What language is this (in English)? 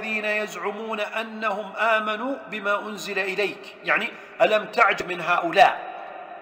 Arabic